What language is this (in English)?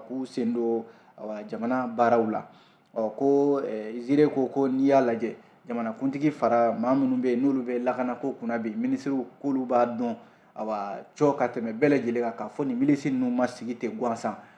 Bambara